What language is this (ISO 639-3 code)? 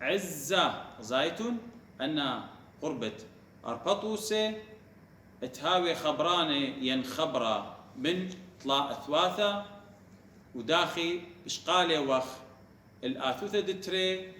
aii